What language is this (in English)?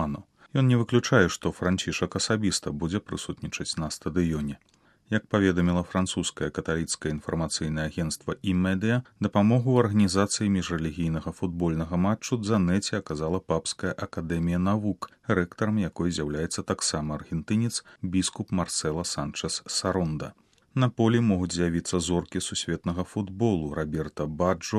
Belarusian